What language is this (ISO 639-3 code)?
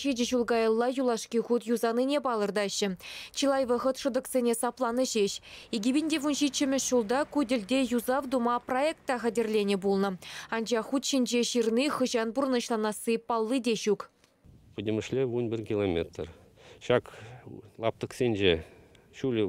chv